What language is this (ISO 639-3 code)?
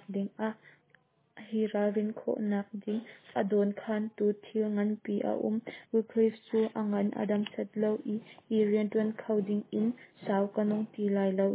cnh